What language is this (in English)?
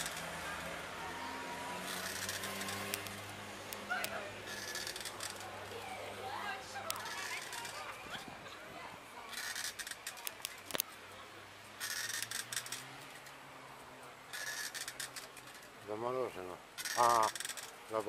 Croatian